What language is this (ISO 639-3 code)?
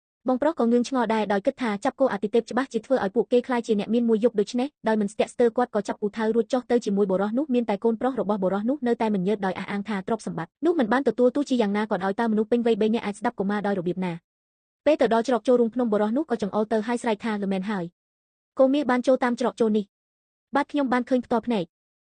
khm